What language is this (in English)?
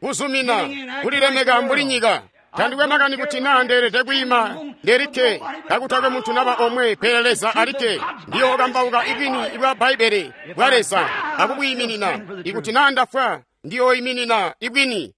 Tonga (Zambia)